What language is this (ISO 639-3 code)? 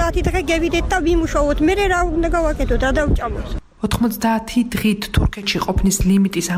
kat